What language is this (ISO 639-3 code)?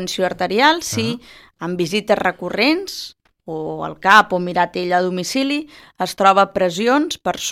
cat